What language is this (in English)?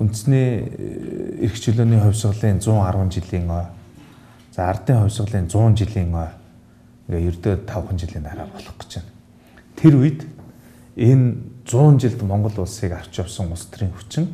Mongolian